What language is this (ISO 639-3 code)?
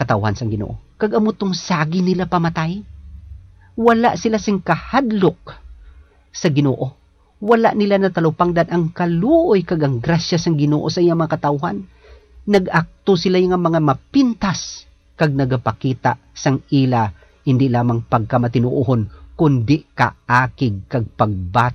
hil